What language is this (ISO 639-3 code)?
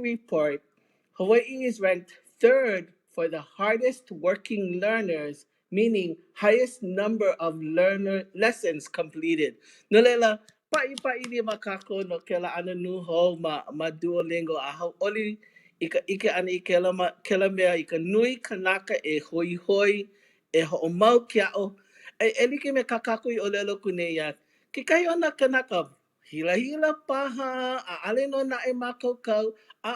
haw